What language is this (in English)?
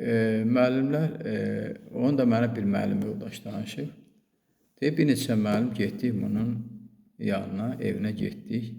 Azerbaijani